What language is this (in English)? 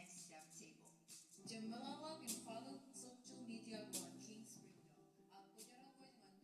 Marshallese